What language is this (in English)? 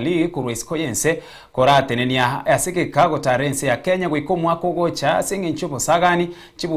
Gusii